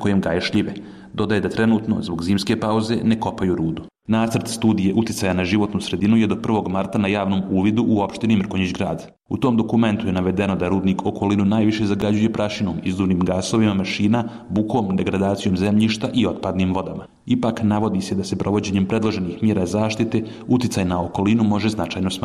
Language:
Serbian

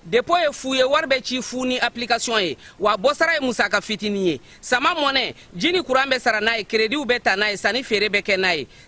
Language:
Bambara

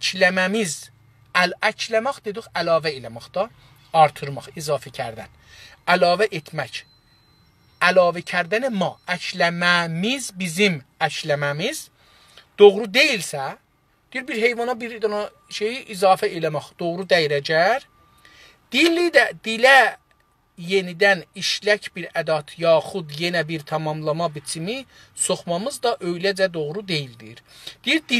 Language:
South Azerbaijani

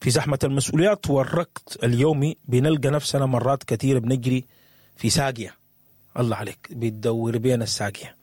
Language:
Sudanese Arabic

